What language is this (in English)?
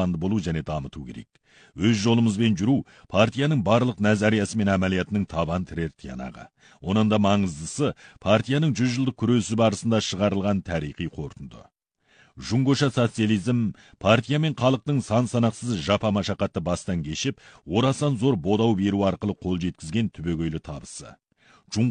Kazakh